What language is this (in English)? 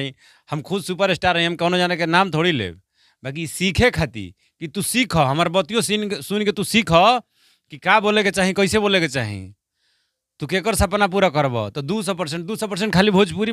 Bhojpuri